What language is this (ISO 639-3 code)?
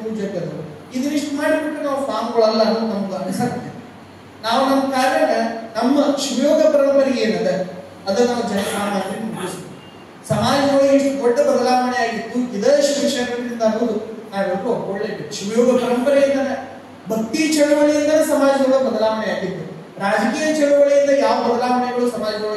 kan